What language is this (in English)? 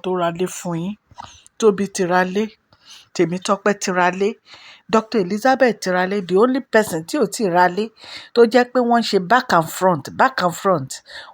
Yoruba